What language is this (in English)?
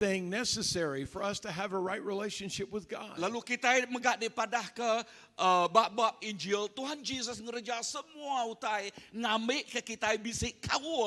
Iban